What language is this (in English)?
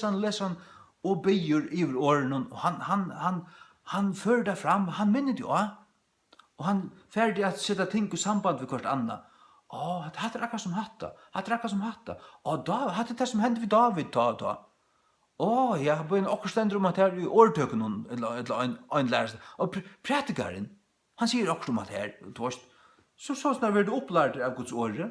Faroese